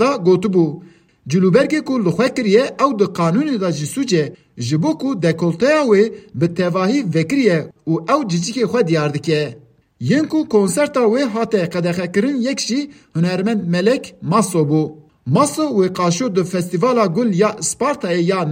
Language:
Kurdish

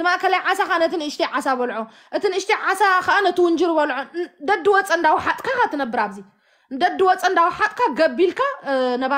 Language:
Tigrinya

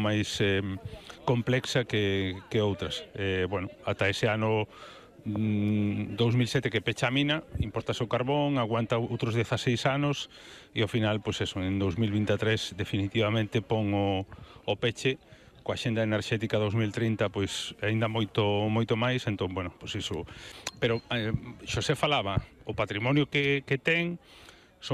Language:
Galician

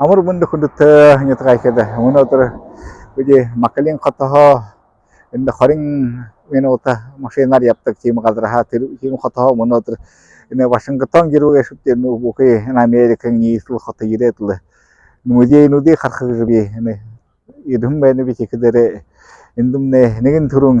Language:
Buriat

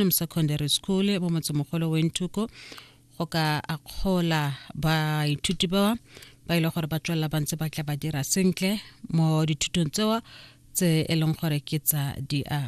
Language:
Tswana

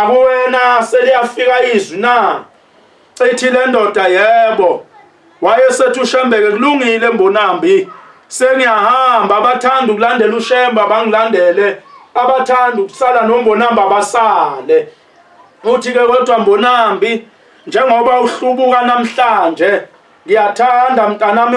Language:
Zulu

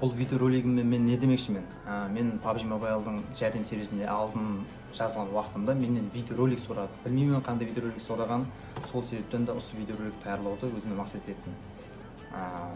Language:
Kara-Kalpak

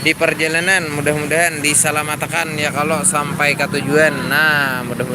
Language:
Banjar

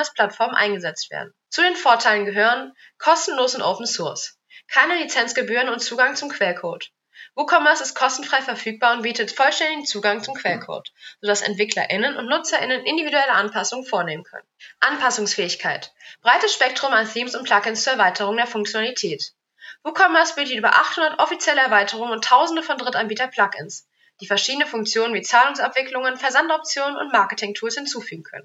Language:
German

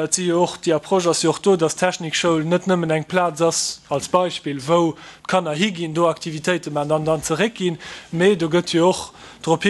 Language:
Luxembourgish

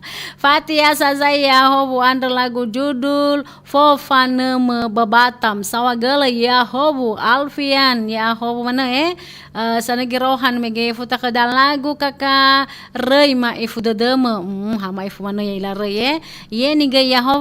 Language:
Nias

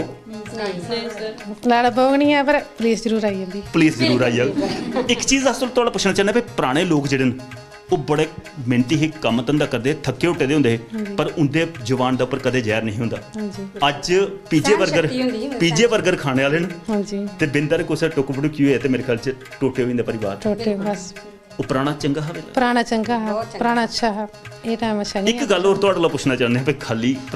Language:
Dogri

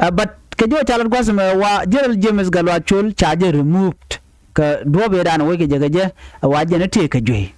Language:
Nuer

